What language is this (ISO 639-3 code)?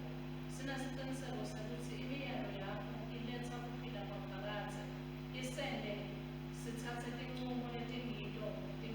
ssw